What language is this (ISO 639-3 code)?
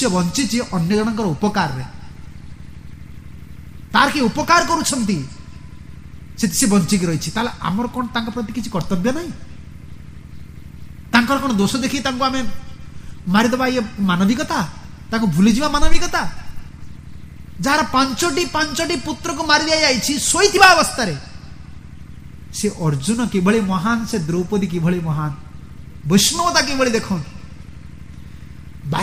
ori